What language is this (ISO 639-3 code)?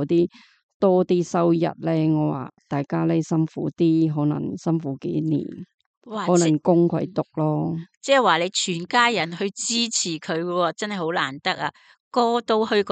yue